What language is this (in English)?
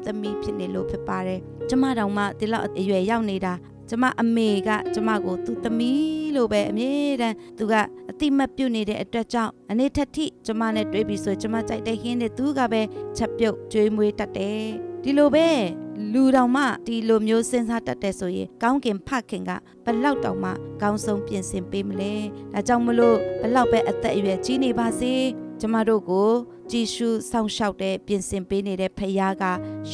Burmese